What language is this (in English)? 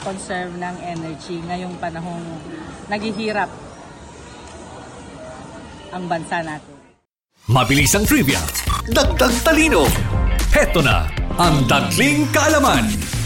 Filipino